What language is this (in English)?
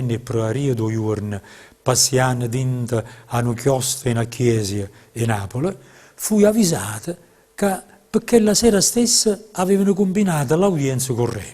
Neapolitan